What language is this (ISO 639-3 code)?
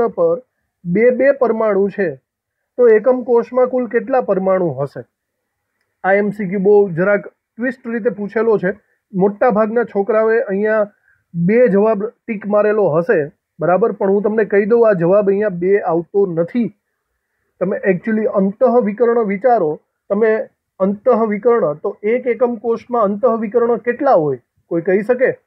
guj